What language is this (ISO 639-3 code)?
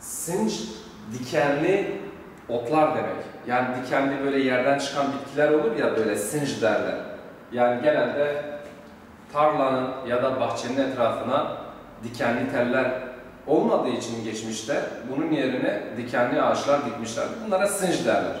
zza